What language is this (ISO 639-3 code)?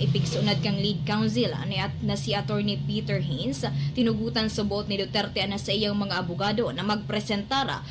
bik